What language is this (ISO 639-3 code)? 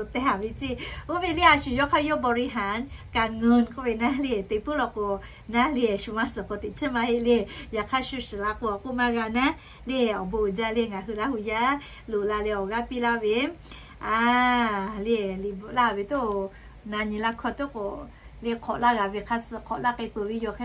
lhu